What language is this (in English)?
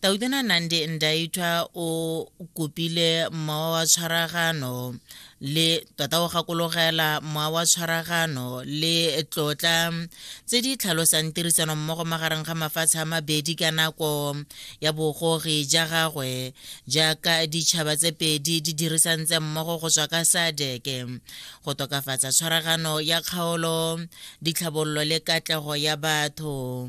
Tswana